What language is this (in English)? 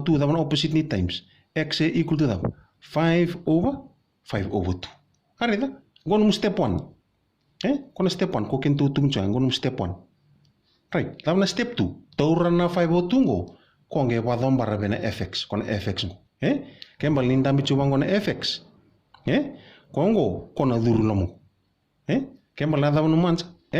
Fijian